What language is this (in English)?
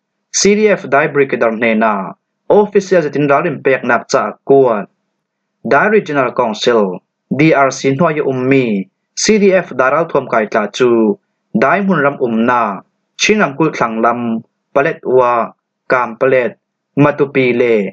Falam Chin